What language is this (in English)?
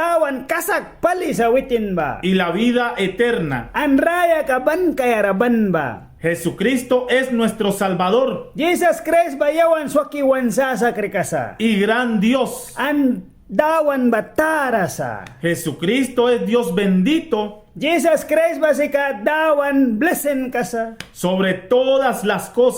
Mískito